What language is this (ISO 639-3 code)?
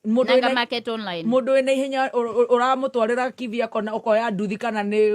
kik